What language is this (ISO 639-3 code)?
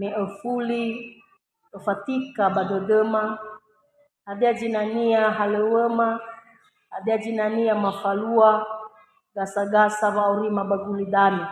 nia